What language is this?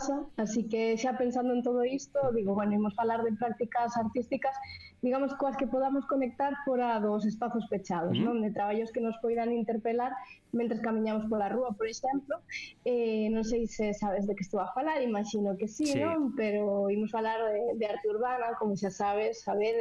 Galician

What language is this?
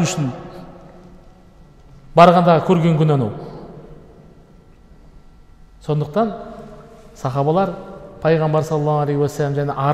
Kazakh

